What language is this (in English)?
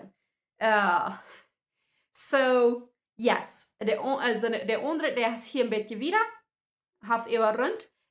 Plautdietsch